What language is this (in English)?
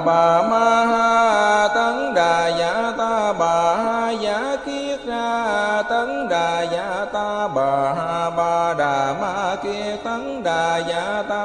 Vietnamese